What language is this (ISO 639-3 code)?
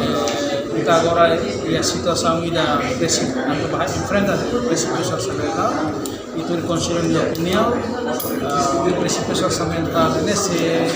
tet